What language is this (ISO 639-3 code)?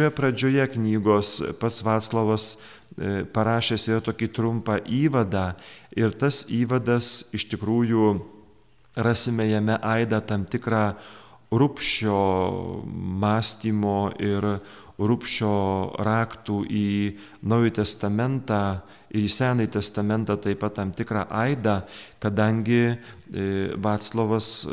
lit